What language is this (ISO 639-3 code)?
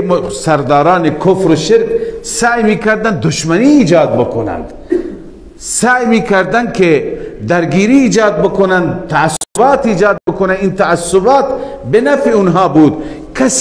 fas